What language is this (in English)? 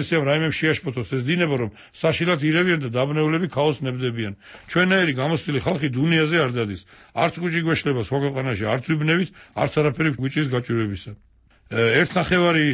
Georgian